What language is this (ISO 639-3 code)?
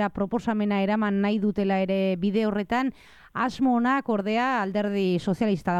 eus